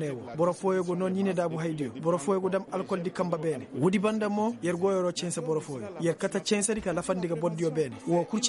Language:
Koyraboro Senni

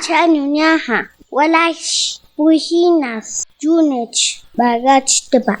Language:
Páez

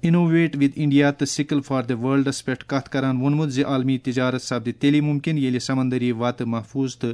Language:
Kashmiri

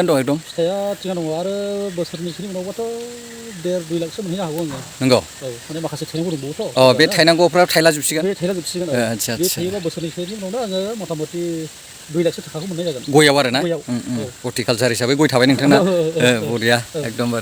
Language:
Bodo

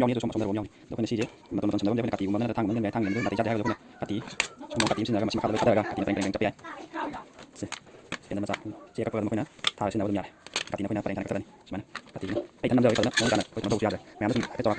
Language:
Manipuri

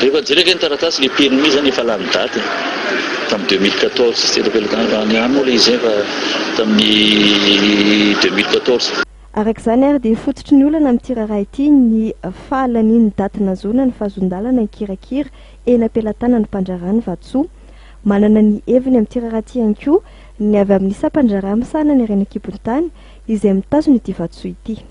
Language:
Malagasy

